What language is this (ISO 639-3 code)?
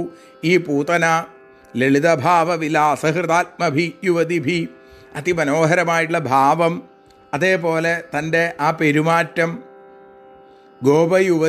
mal